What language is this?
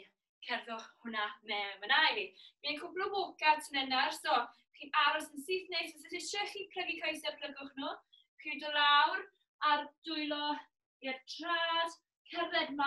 Welsh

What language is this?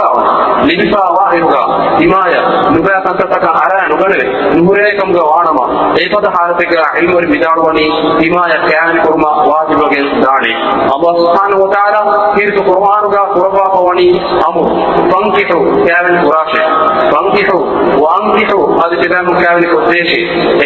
Divehi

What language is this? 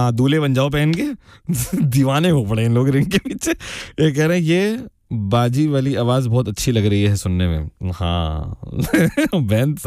Hindi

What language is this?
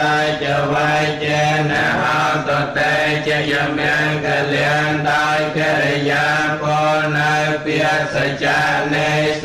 Khmer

